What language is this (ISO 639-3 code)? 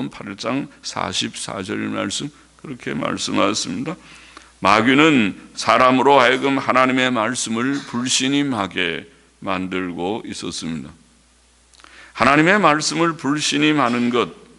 kor